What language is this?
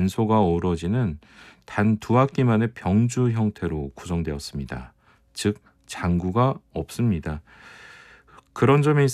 Korean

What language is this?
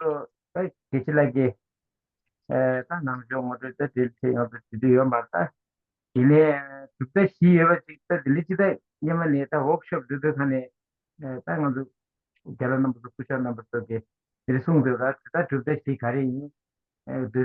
Tibetan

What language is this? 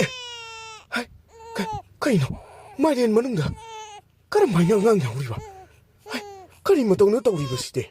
Manipuri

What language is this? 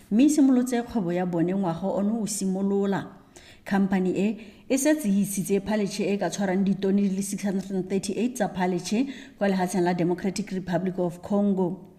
Tswana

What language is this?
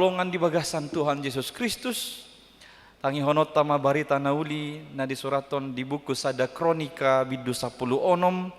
Batak Toba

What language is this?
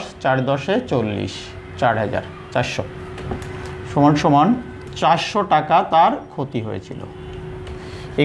Bangla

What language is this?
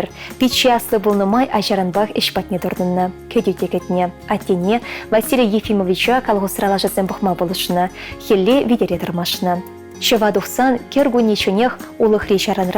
Chuvash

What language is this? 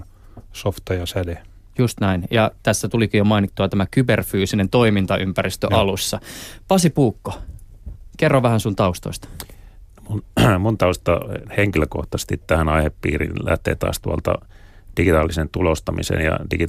Finnish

